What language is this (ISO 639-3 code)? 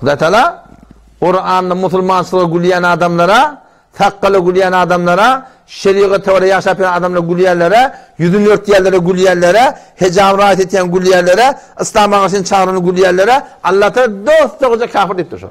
tuk